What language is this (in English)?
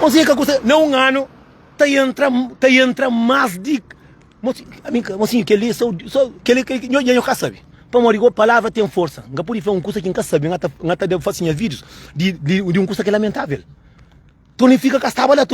Kabuverdianu